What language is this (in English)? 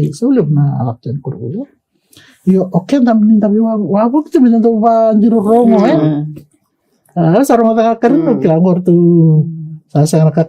Fijian